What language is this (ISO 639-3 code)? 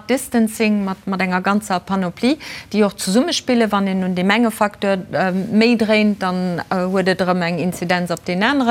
ltz